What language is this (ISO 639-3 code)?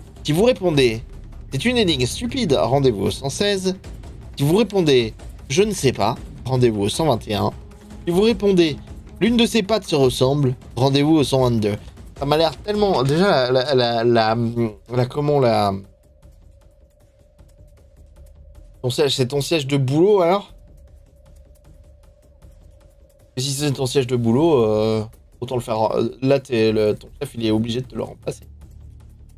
fra